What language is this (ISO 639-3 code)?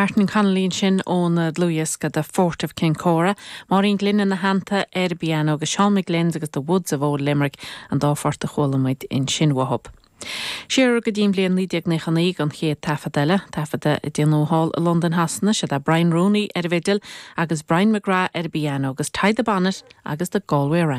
gle